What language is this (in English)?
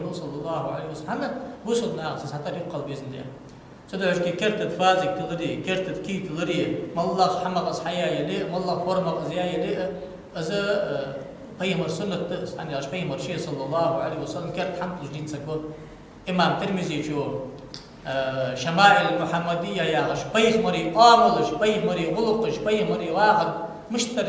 Ingush